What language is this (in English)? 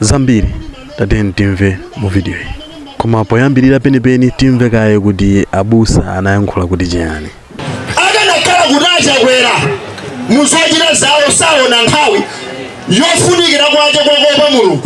Nyanja